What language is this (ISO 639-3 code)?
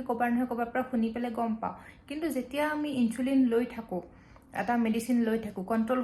asm